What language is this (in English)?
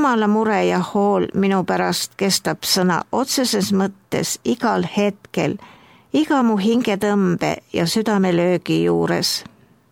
Estonian